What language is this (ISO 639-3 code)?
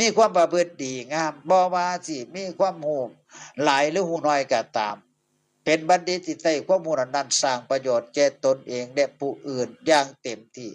tts